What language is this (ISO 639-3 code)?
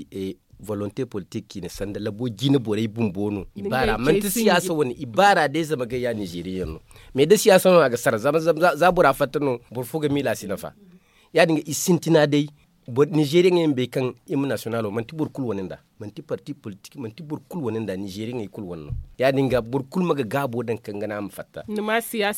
dje